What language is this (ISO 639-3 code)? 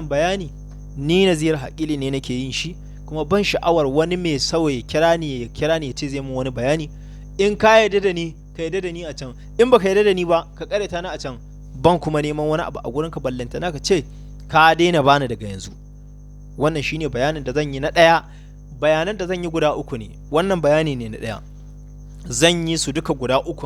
hau